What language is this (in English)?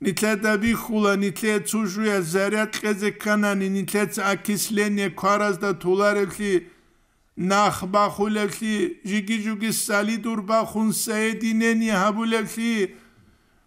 Avaric